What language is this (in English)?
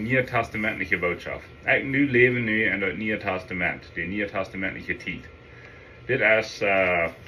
Plautdietsch